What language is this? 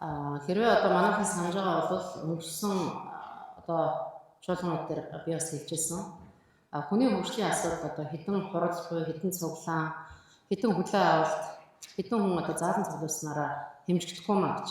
Mongolian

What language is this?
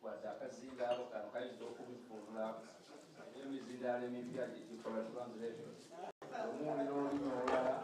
Soga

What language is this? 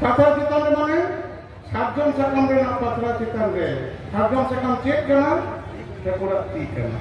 Santali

